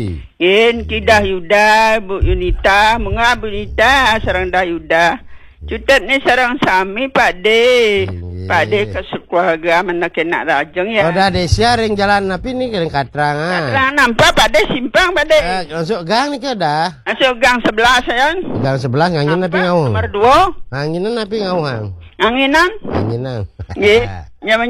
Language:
Balinese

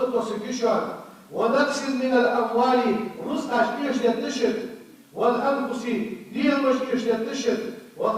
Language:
Ingush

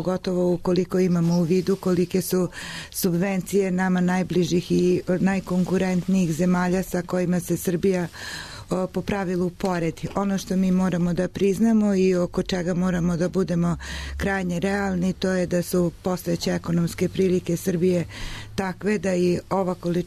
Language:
Serbian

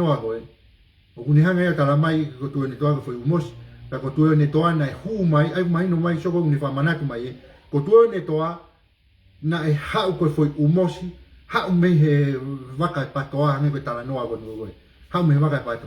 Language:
Tongan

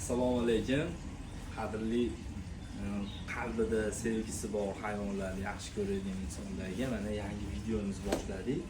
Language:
Uzbek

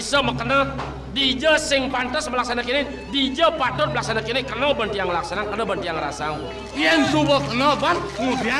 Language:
Balinese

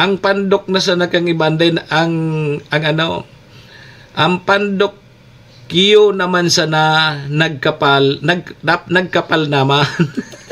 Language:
Bikol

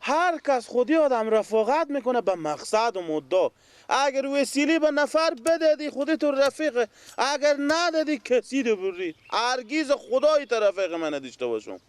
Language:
Persian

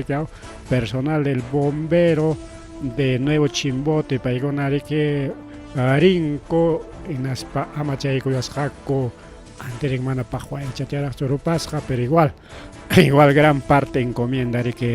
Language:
Ayacucho Quechua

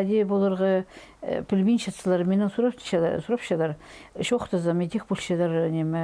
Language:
Khakas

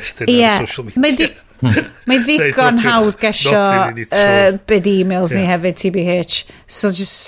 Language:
Welsh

